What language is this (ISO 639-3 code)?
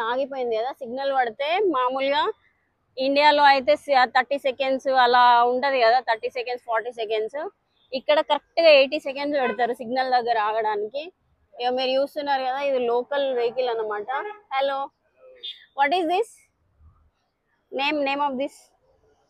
tel